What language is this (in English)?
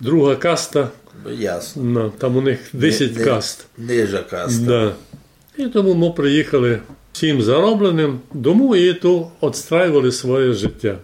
Rusyn